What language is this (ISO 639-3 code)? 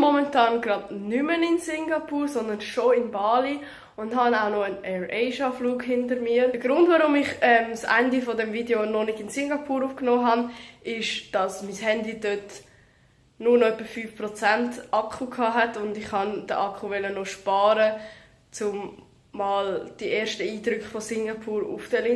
gsw